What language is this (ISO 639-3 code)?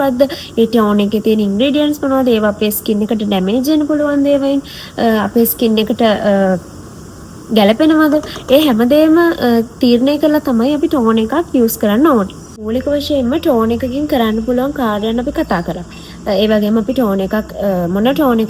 sin